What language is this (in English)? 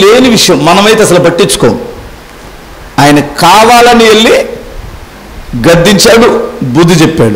Telugu